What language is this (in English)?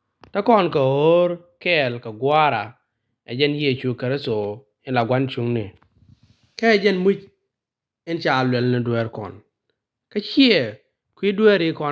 Nuer